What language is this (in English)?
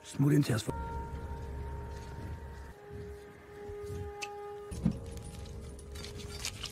Danish